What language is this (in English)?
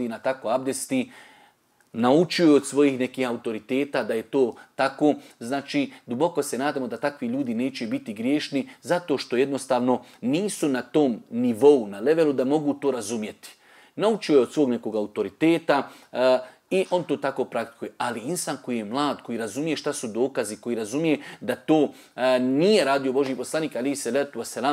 Bosnian